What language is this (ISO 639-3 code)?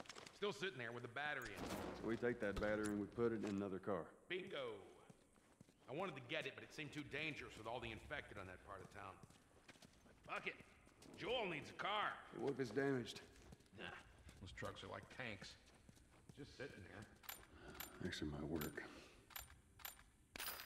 eng